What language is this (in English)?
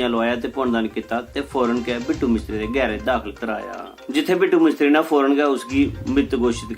Dogri